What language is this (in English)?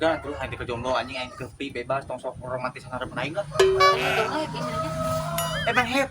Sundanese